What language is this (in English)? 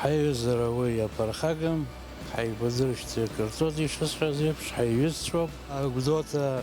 Abkhazian